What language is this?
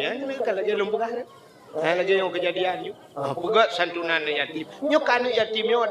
Achinese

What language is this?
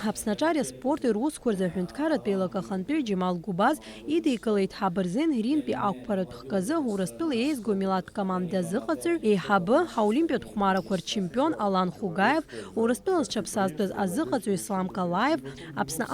Abkhazian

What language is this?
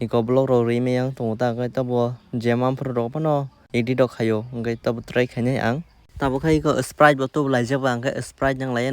Kok Borok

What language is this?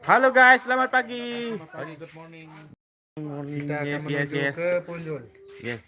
Sasak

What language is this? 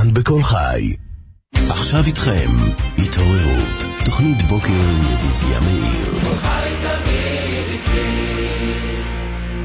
Hebrew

